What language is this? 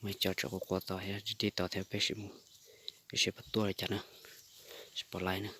Hmong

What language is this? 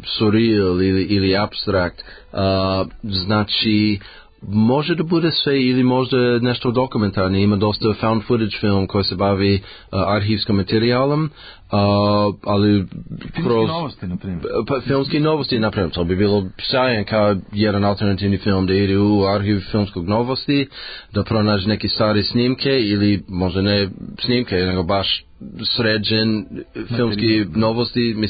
Serbian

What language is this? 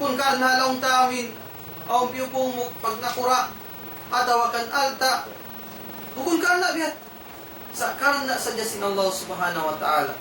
Tausug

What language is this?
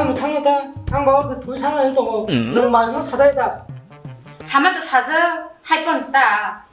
Kok Borok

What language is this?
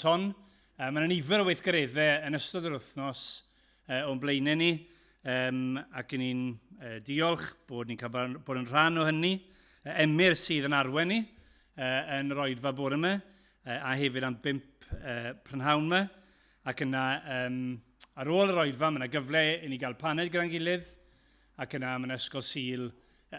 Welsh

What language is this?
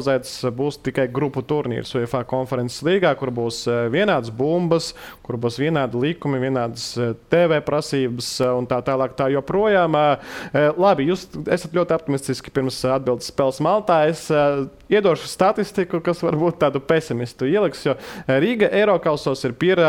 Latvian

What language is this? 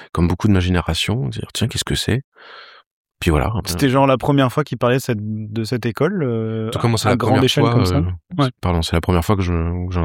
French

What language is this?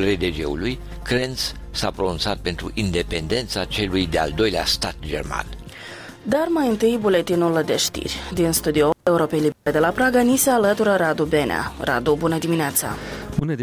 Romanian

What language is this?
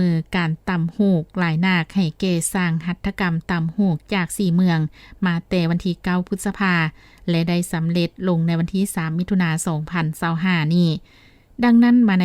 Lao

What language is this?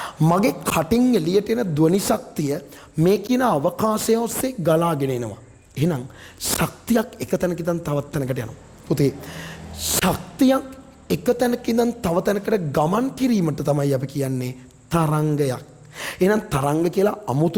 Sinhala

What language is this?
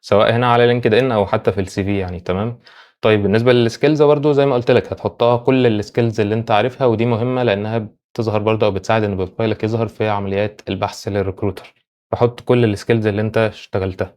Egyptian Arabic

